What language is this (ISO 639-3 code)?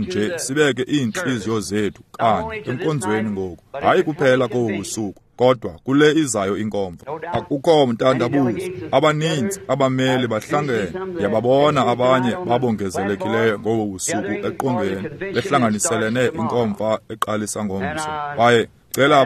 xho